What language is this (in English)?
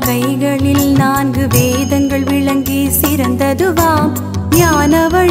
Tamil